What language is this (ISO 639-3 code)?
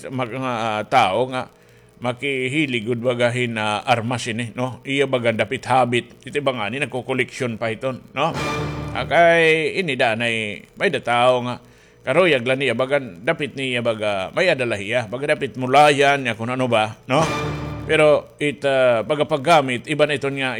war